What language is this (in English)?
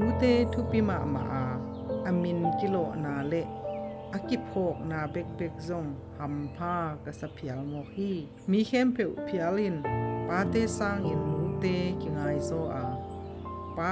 Tedim Chin